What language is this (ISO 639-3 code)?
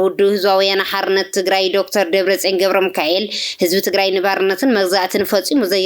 tir